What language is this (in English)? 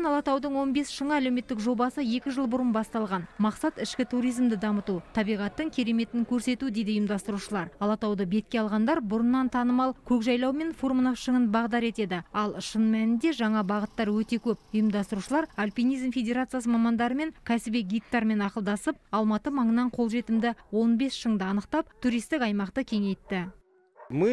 Kazakh